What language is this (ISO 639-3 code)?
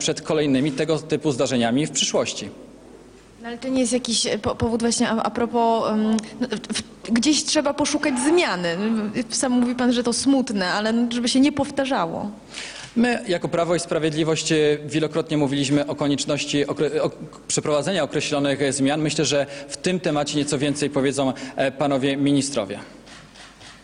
pol